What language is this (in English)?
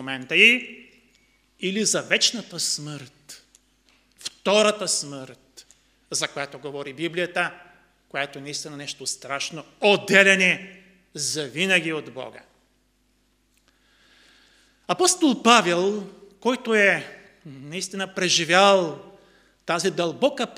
Bulgarian